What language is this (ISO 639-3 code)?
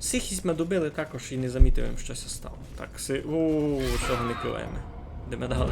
rue